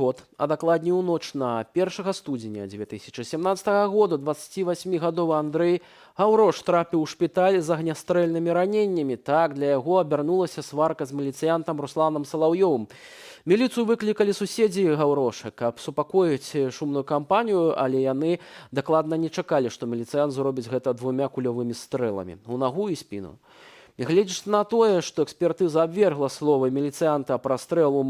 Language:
Belarusian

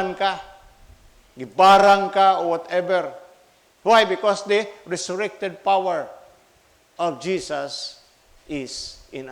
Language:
Cebuano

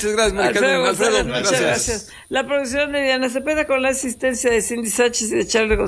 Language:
Spanish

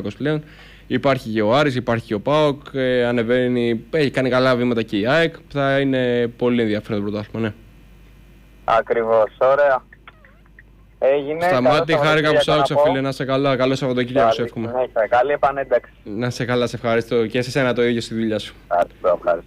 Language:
Greek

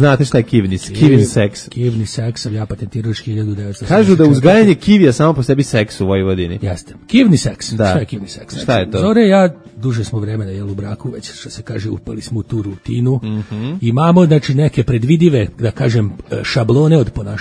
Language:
Serbian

